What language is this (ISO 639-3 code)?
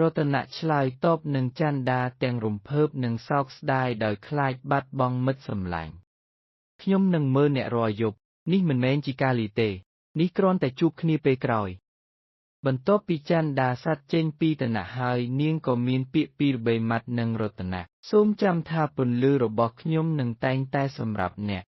khm